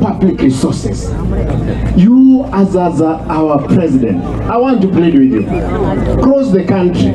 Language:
Gusii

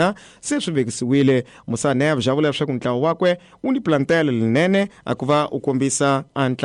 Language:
Tsonga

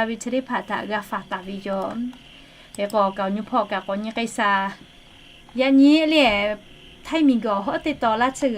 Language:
Lahu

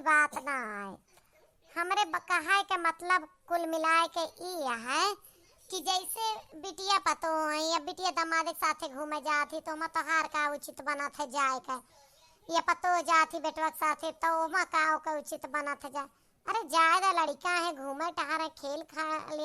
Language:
Awadhi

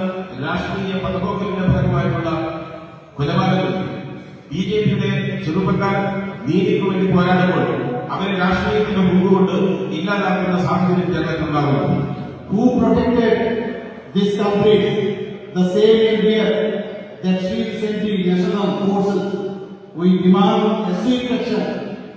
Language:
Kok Borok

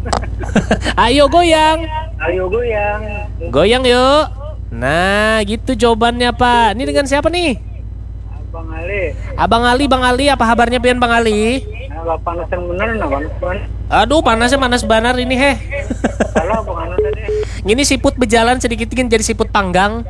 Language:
Banjar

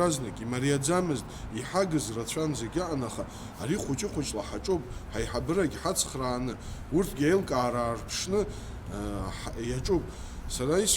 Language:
Abkhazian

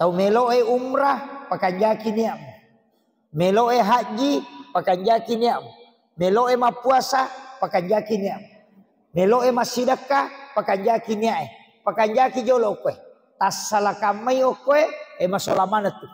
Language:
Buginese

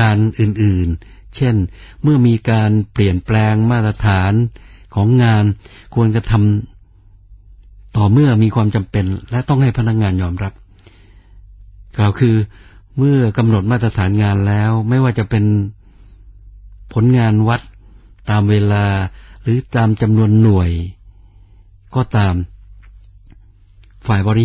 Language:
Thai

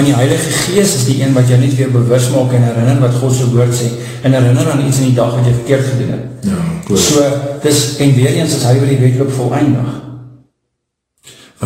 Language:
Afrikaans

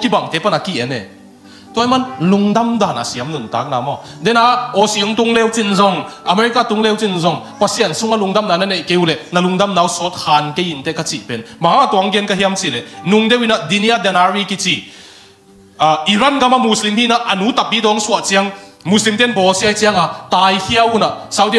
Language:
Tedim Chin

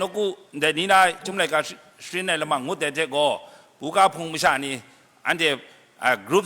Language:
Kachin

